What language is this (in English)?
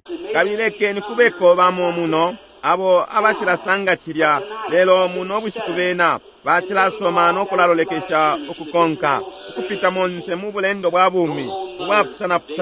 Bemba